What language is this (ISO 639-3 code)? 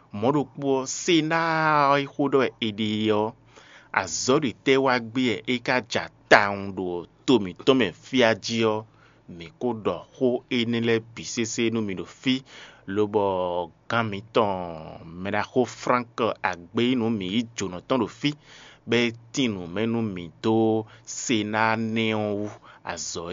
fon